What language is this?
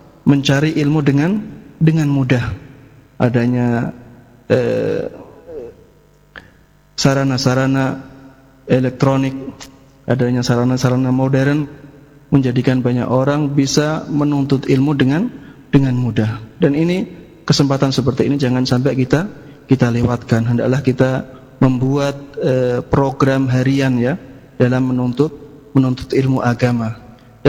Indonesian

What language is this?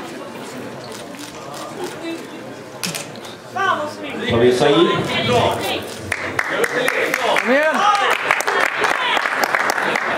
Swedish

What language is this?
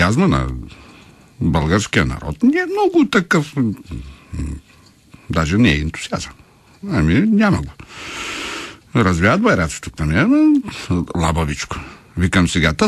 Bulgarian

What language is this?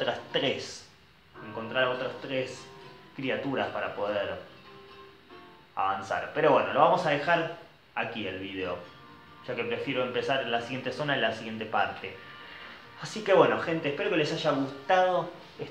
Spanish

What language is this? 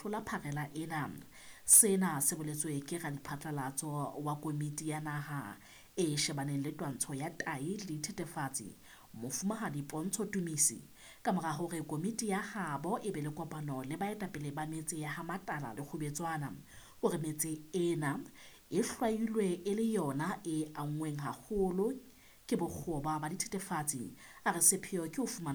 Southern Sotho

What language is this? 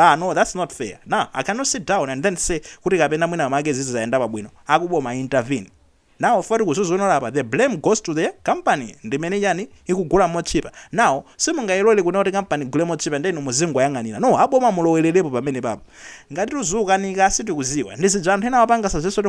Nyanja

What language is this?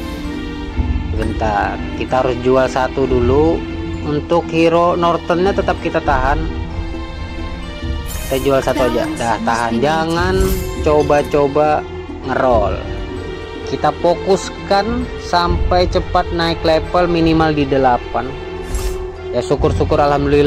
Indonesian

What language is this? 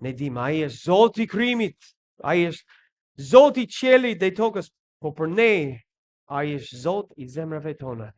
Albanian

